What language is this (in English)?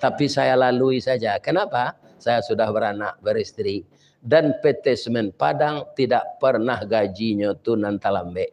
Minangkabau